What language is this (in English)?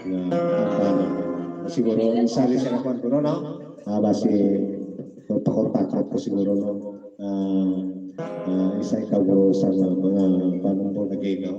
Hiligaynon